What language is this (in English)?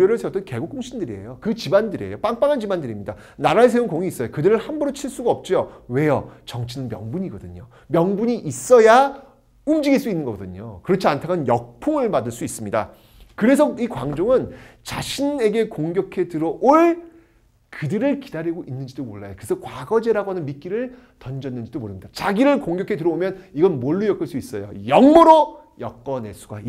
Korean